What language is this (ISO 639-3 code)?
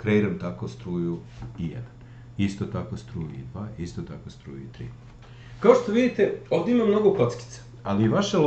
srp